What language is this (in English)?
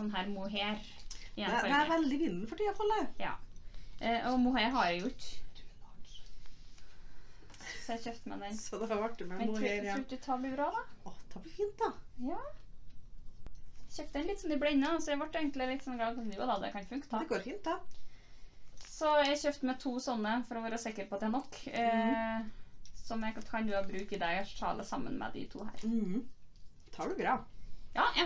Norwegian